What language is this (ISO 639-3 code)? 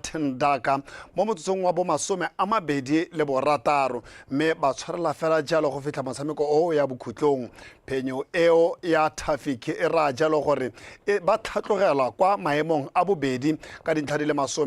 tsn